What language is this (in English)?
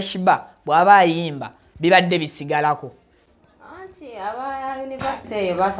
Ganda